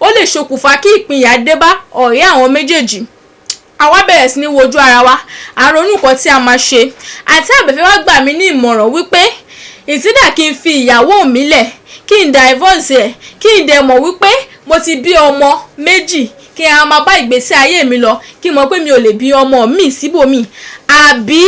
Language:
Yoruba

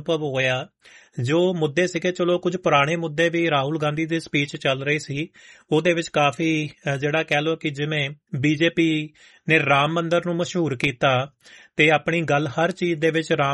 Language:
Punjabi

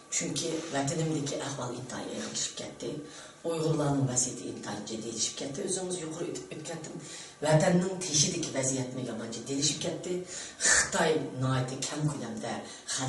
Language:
Uyghur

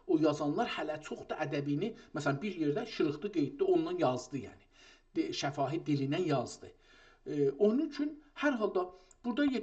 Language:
South Azerbaijani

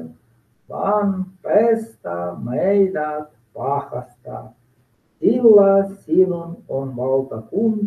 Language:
Finnish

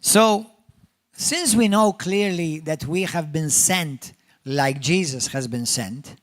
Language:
English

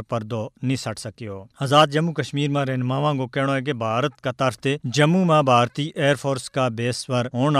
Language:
Gujari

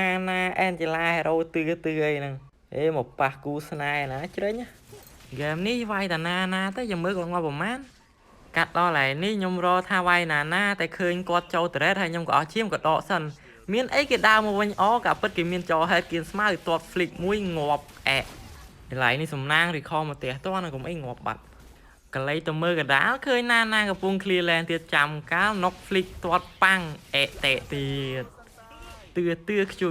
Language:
Khmer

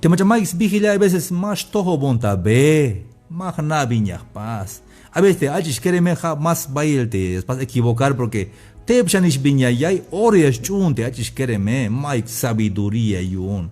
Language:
Tzeltal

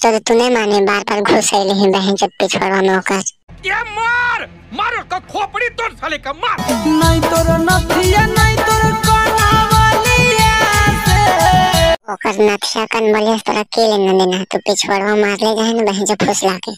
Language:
Magahi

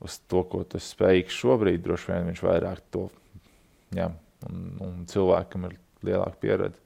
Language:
Latvian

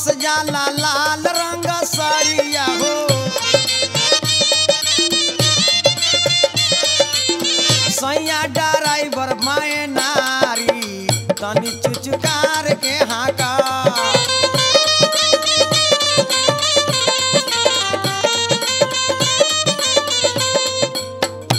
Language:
Bhojpuri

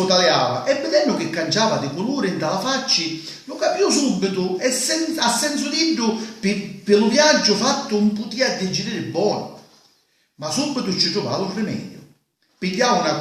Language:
Sicilian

